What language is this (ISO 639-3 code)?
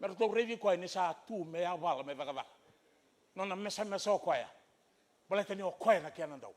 fij